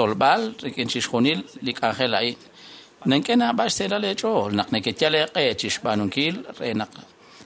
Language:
Kekchí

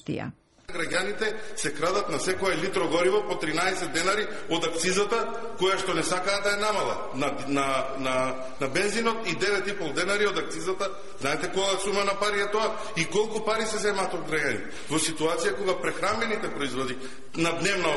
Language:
Macedonian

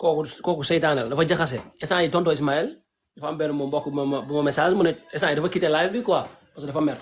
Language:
Wolof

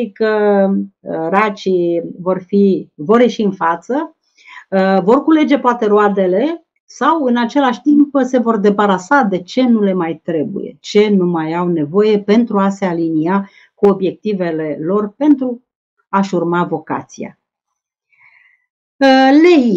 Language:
Romanian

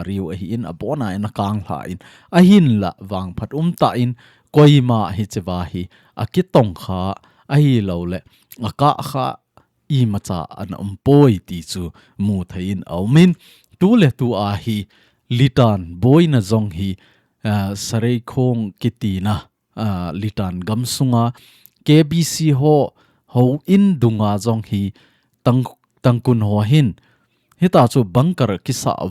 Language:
Thado Chin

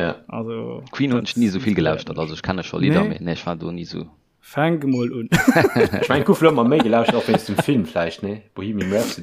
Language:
Luxembourgish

